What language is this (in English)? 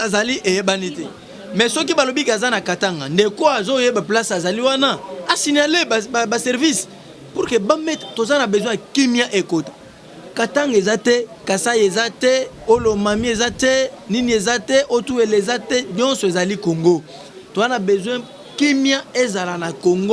Lingala